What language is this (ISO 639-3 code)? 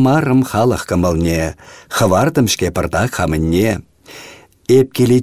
chv